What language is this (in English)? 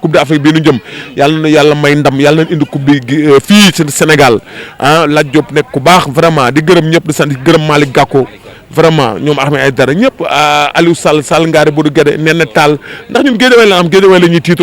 Wolof